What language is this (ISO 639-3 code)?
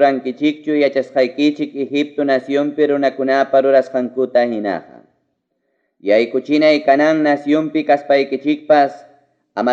quy